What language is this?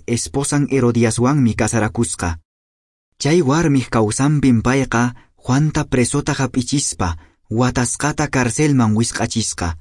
Quechua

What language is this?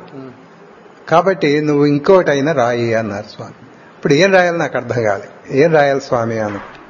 Telugu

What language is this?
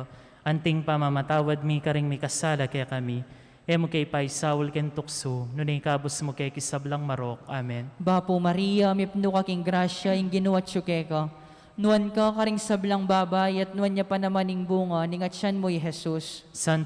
Pampanga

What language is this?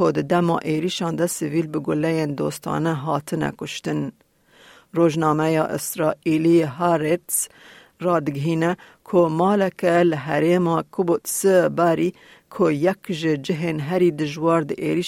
Kurdish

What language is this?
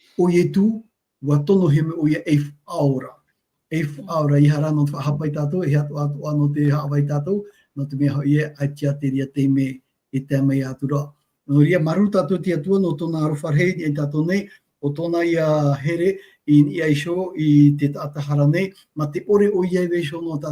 Tahitian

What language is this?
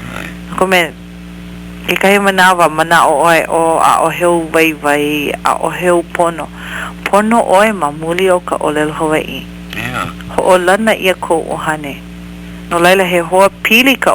Hawaiian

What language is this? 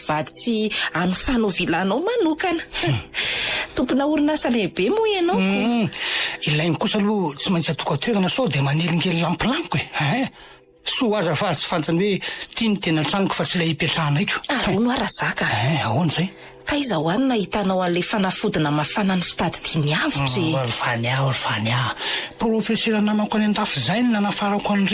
Malagasy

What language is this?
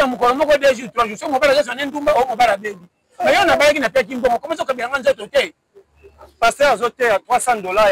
Lingala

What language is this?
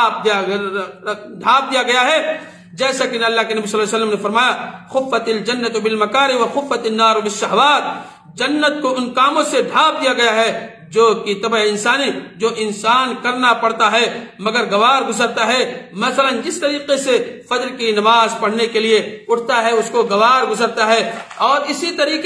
Urdu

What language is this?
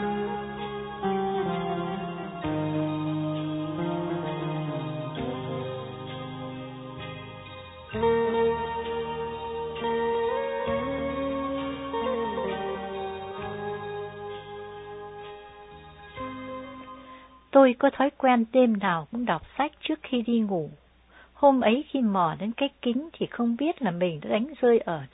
Vietnamese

